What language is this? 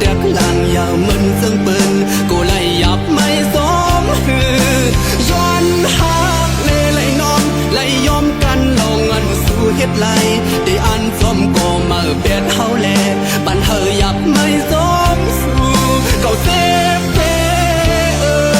Shan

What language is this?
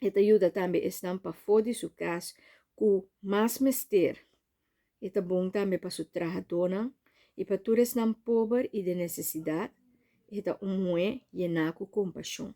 Papiamento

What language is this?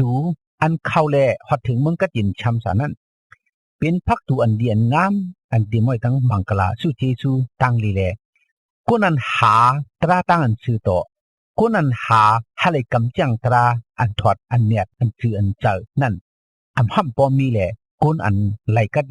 Shan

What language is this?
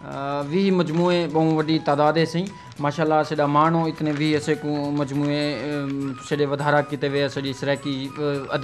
Saraiki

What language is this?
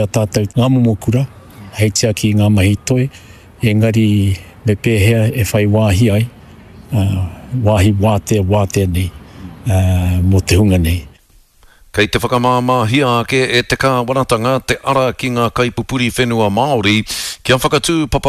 Māori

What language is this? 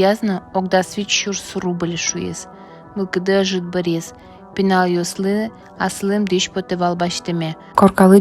Udmurt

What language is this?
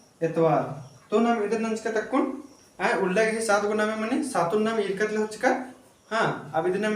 Kurukh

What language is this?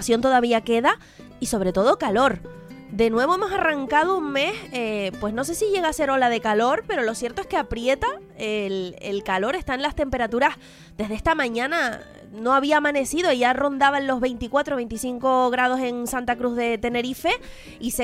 Spanish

